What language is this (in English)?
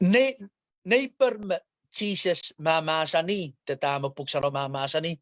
Pohnpeian